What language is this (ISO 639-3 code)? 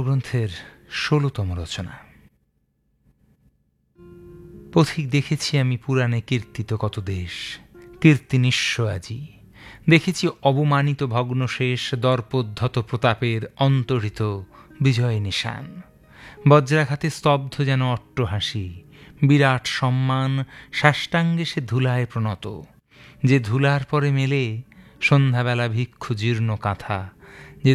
ben